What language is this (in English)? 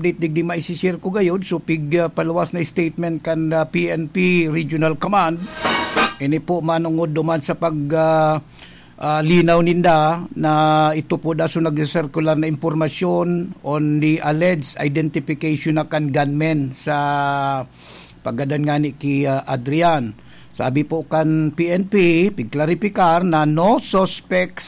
Bikol